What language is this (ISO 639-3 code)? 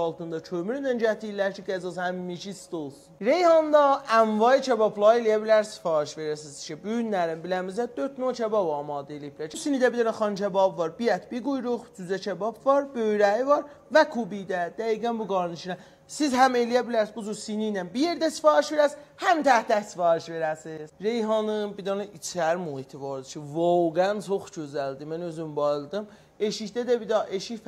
azb